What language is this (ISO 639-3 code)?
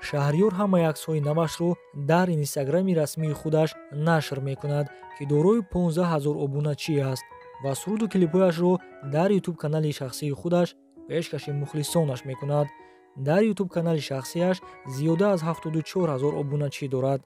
tgk